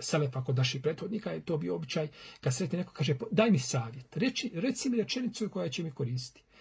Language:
Bosnian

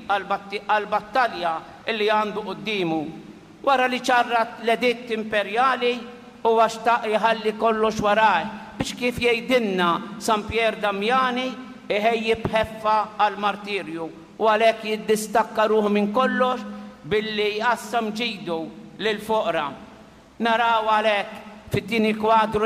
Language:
Maltese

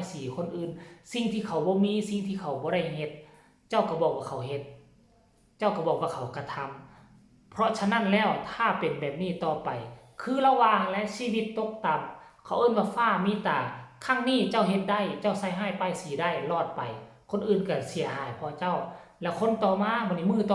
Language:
Northeastern Thai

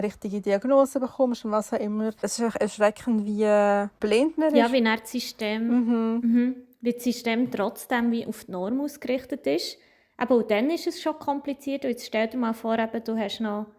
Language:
Swiss German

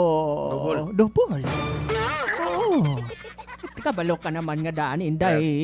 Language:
Hiligaynon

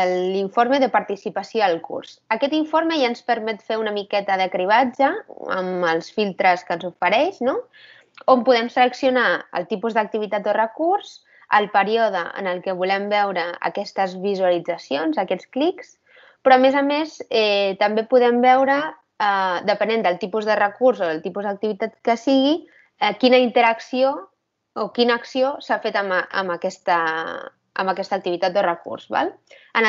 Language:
Catalan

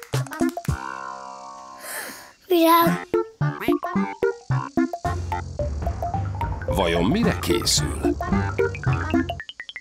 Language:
Hungarian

